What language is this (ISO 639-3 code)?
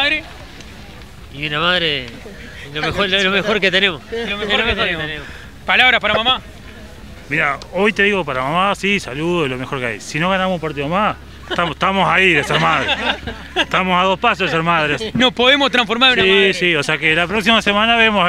spa